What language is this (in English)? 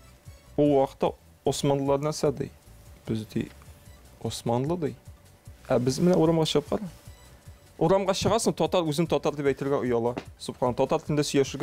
Tatar